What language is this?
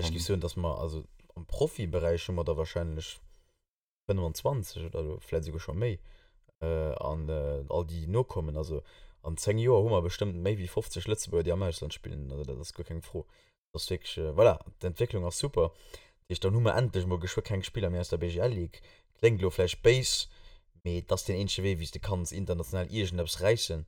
Luxembourgish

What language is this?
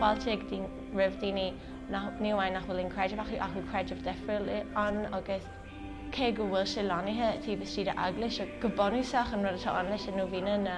Irish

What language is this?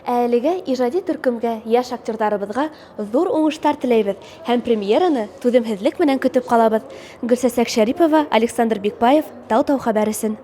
Bashkir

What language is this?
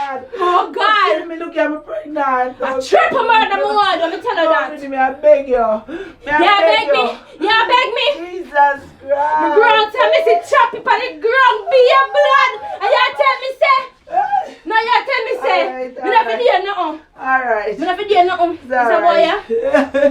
Jamaican Creole English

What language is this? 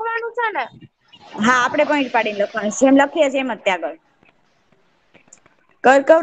Gujarati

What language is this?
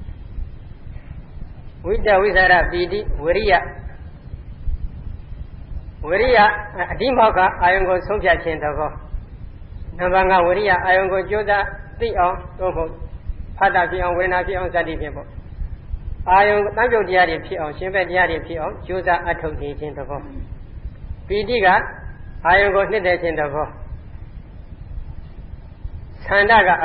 Burmese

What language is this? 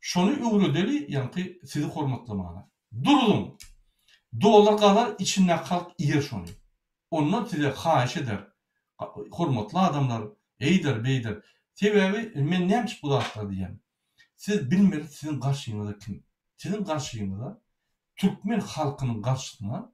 Turkmen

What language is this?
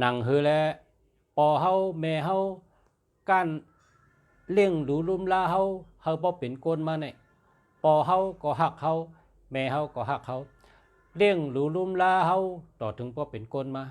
Shan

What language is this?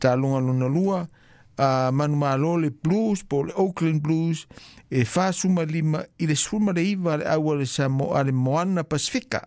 Samoan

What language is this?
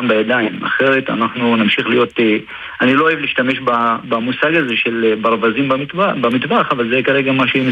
Hebrew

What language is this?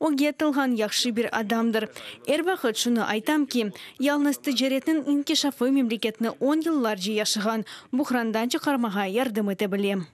Crimean Tatar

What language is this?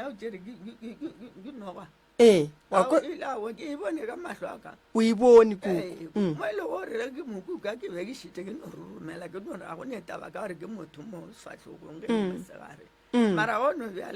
Northern Sotho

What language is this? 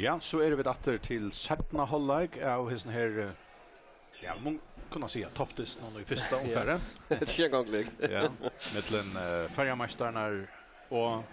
Faroese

